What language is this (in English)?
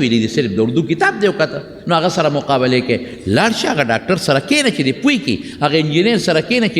Pashto